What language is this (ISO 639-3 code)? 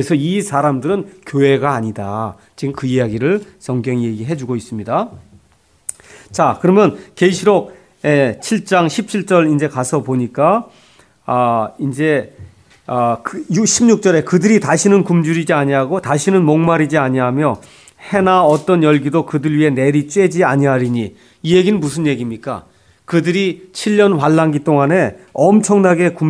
kor